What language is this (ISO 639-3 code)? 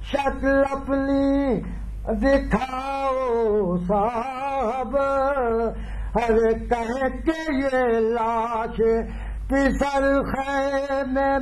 urd